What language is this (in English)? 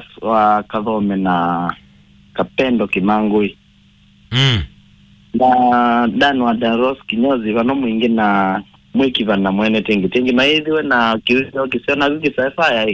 Kamba